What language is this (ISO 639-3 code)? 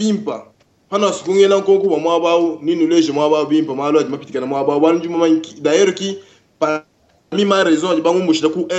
lua